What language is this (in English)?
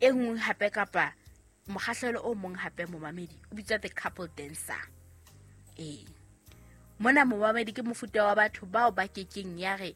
Southern Sotho